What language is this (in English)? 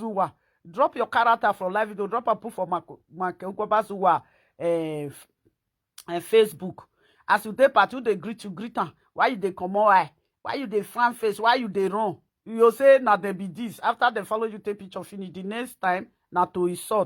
Nigerian Pidgin